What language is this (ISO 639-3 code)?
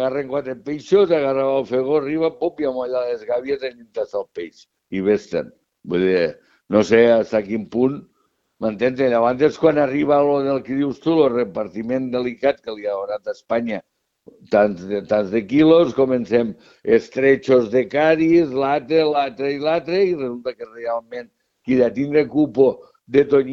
cat